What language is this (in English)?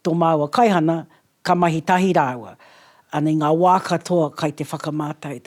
Māori